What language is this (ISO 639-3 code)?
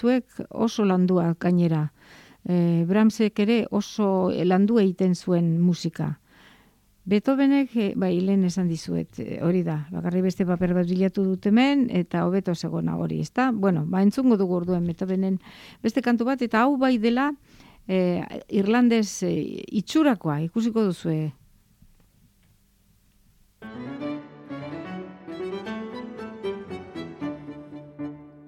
eus